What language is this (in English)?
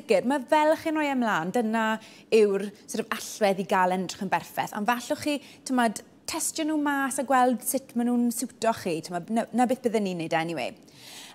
Welsh